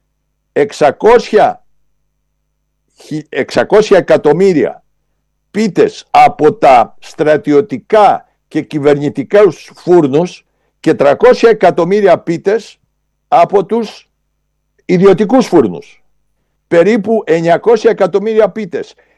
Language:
Greek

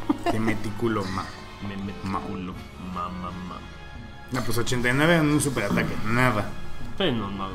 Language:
Spanish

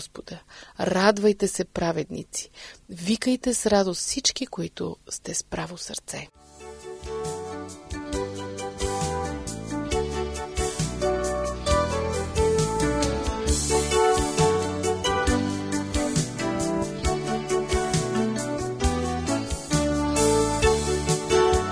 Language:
Bulgarian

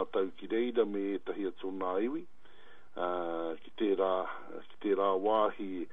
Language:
Māori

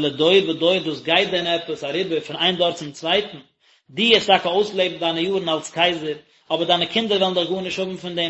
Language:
Yiddish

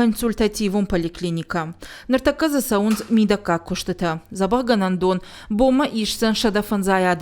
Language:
Ossetic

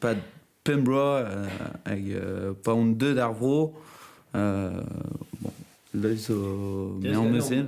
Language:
Breton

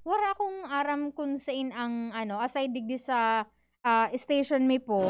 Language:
Bikol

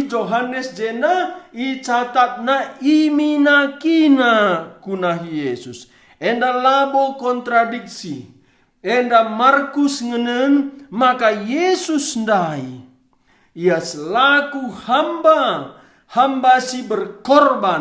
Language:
Batak Karo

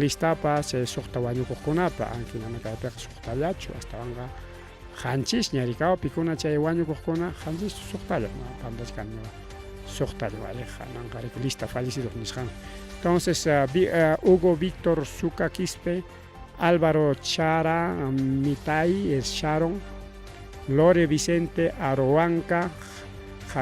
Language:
Ayacucho Quechua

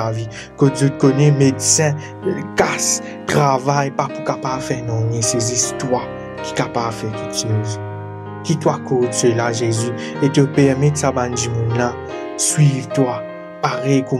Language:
Morisyen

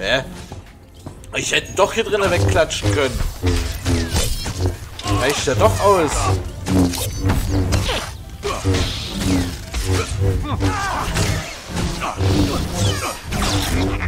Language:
German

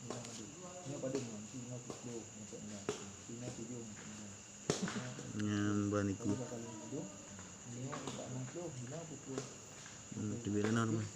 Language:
Achinese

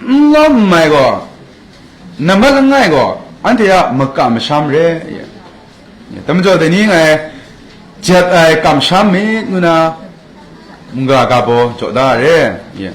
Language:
Kachin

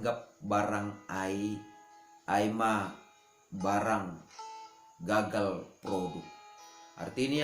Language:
Batak Simalungun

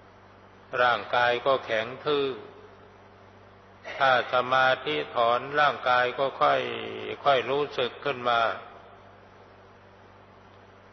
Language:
Thai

